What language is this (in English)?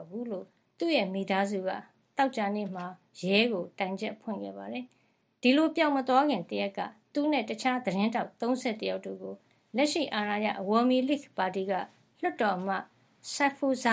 Burmese